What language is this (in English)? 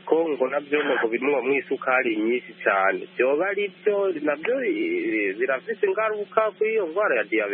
Kinyarwanda